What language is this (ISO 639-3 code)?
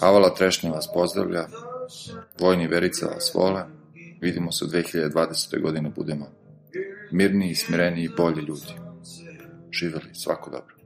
srp